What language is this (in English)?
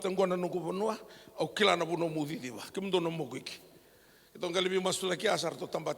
Fijian